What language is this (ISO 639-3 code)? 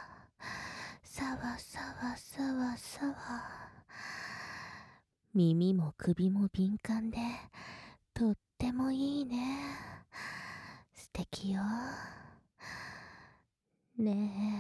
jpn